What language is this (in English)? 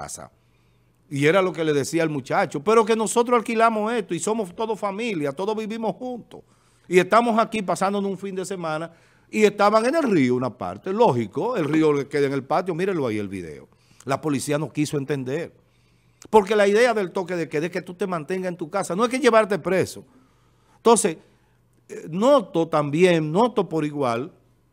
Spanish